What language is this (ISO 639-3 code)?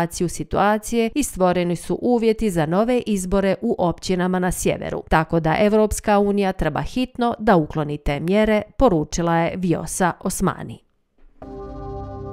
bos